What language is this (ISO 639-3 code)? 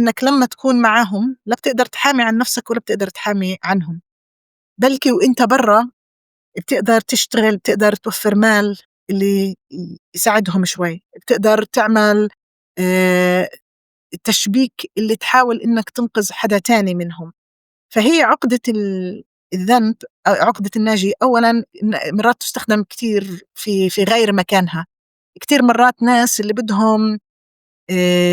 apc